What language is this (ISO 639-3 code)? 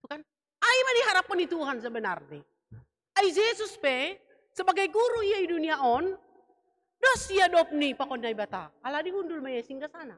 bts